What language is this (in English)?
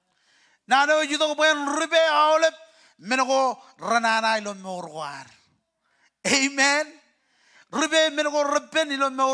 Marshallese